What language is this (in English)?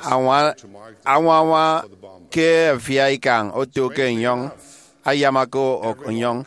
Efik